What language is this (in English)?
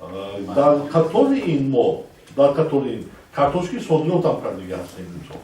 Tajik